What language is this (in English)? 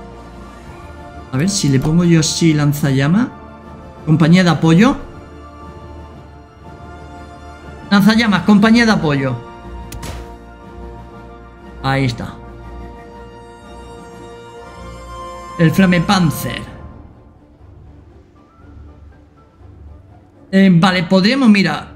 Spanish